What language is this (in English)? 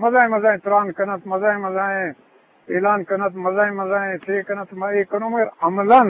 Eastern Balochi